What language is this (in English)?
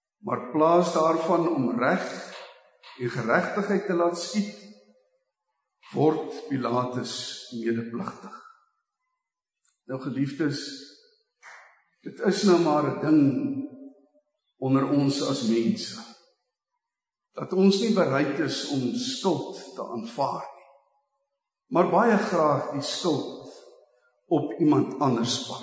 Afrikaans